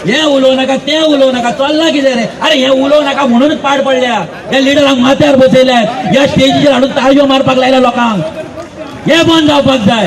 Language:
Konkani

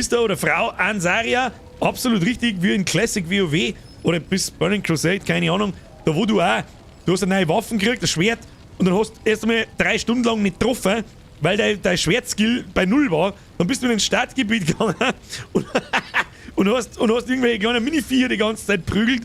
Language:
Bavarian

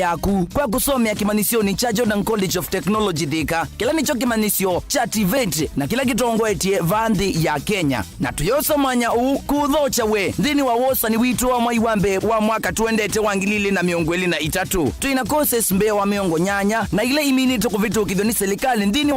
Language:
Kamba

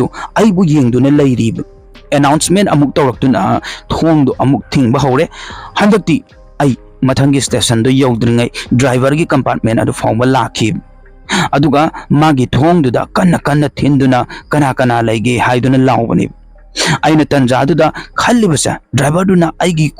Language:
Manipuri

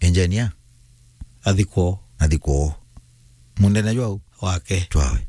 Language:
Meru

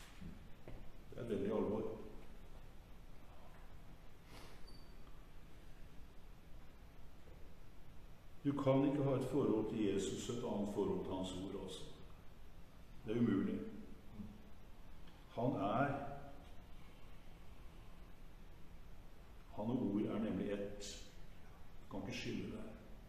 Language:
Norwegian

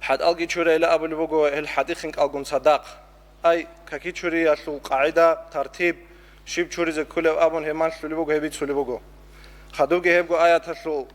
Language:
Avaric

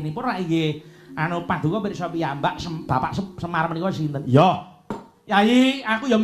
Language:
Javanese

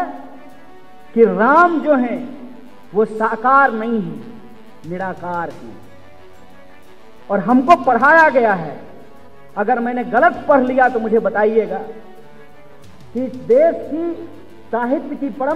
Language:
Hindi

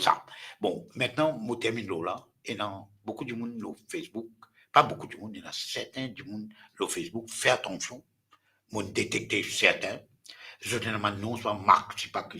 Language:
Morisyen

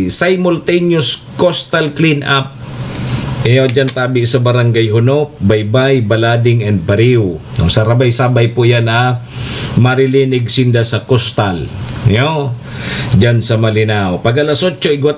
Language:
Bikol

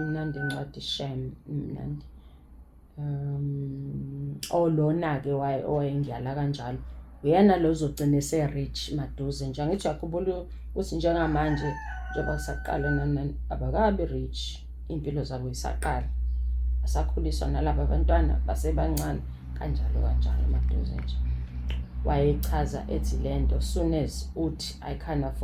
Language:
Zulu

